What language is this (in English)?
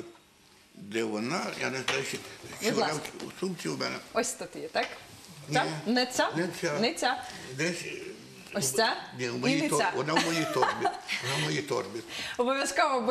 Ukrainian